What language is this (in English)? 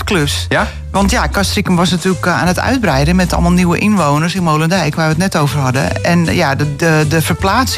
Dutch